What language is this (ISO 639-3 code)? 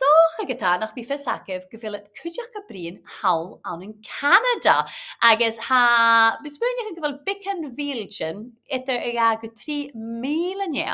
gla